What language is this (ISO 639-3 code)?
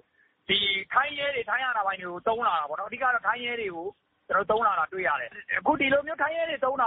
mya